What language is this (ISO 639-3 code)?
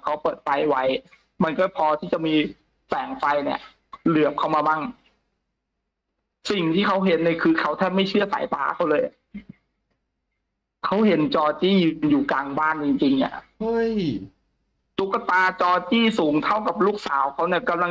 tha